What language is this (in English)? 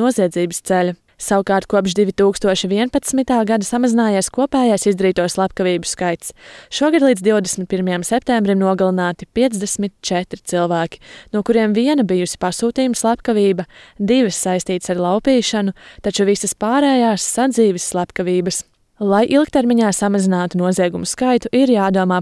Latvian